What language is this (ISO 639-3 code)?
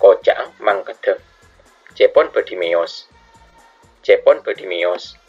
mad